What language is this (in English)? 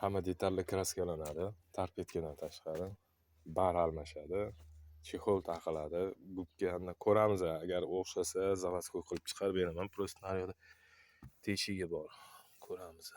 Uzbek